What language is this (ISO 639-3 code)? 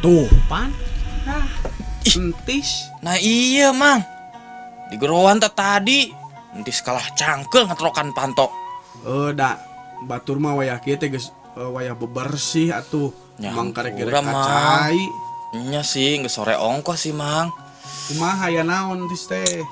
sun